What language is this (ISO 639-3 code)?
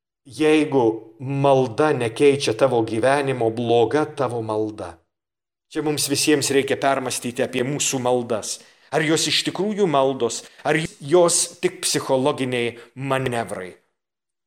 lit